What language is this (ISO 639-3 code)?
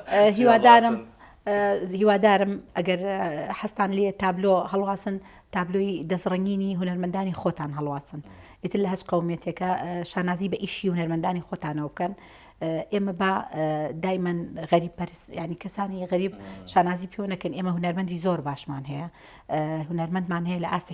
ckb